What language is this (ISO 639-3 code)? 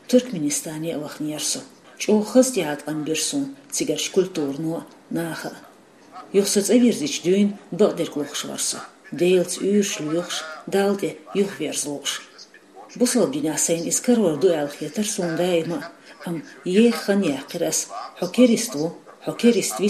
che